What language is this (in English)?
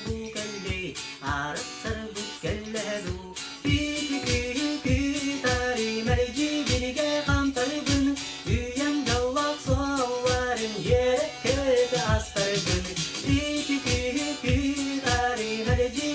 Yakut